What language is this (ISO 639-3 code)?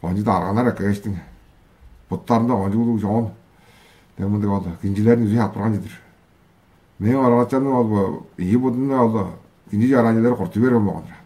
tyv